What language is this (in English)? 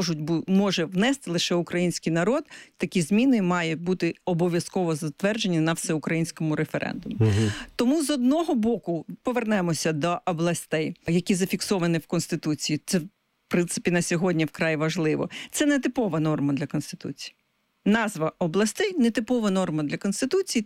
Ukrainian